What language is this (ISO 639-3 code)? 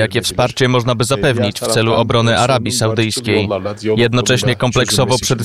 pol